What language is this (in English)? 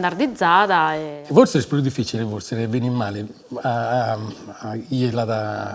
Sardinian